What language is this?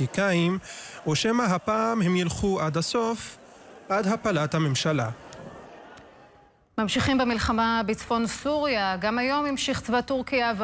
Hebrew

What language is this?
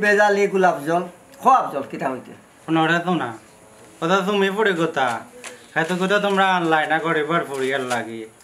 Sylheti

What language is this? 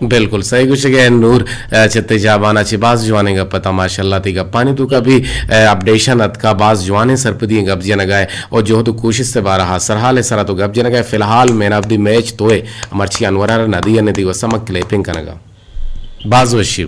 Eastern Balochi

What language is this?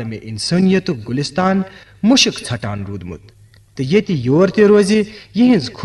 Kashmiri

